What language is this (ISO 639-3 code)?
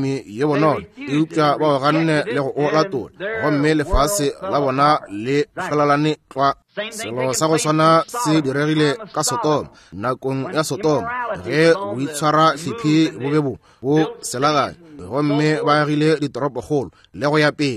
nso